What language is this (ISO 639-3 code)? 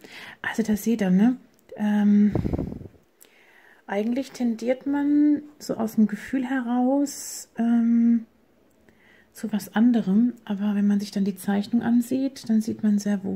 deu